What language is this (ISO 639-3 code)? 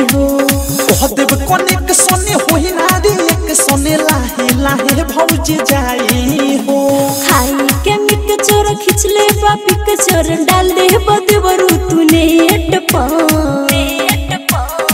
bho